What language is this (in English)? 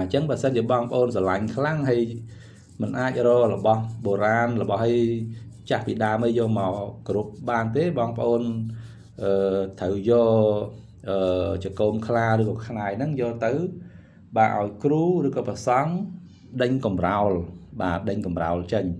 Khmer